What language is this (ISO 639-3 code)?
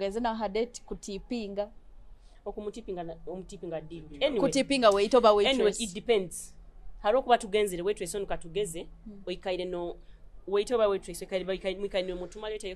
nyo